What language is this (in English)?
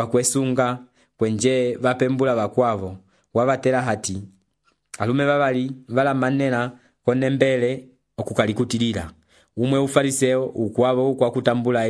Umbundu